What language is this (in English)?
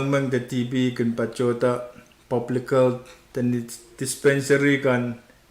Pohnpeian